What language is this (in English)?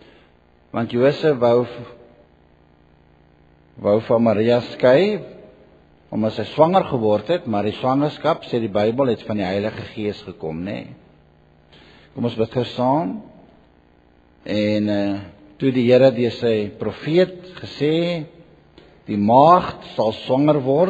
Afrikaans